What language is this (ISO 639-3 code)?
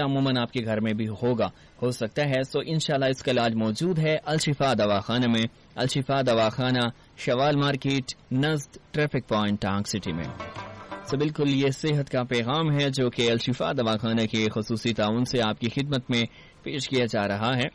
urd